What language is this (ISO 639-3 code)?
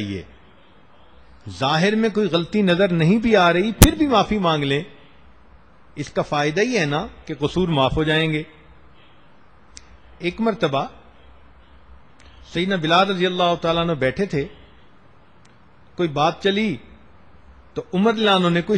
urd